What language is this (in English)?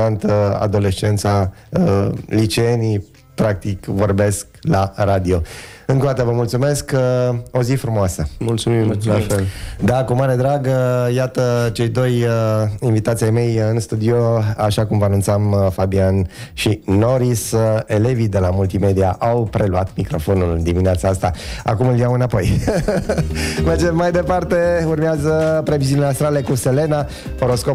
Romanian